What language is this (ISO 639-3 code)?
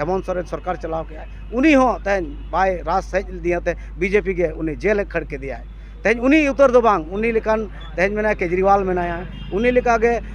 sat